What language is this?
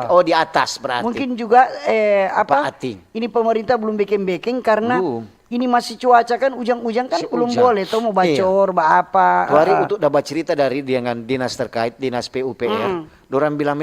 Manado Malay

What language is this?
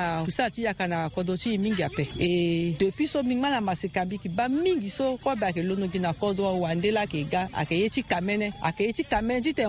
Sango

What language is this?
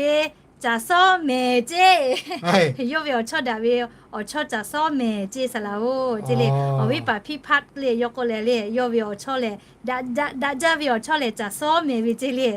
Lahu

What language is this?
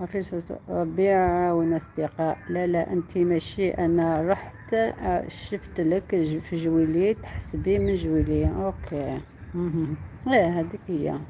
Algerian Arabic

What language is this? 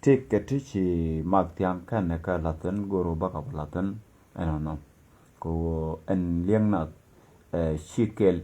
Nuer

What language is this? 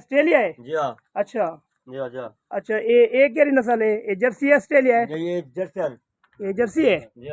Saraiki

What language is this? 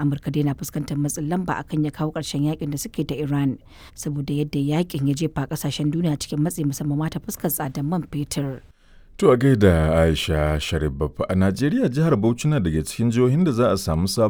Hausa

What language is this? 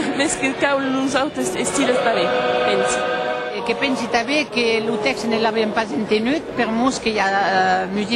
Occitan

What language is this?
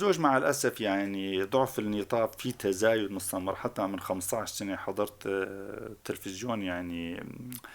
North Levantine Arabic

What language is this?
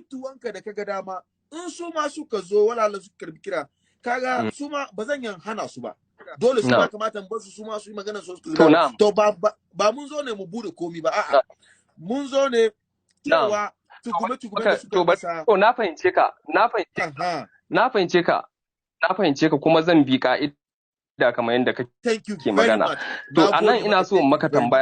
Hausa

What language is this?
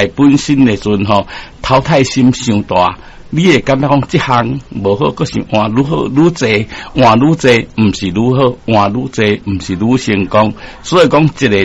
Min Nan Chinese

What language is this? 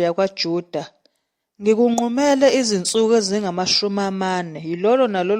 Zulu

